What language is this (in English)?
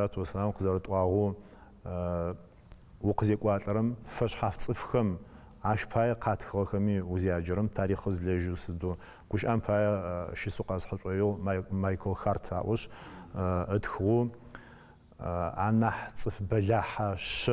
Adyghe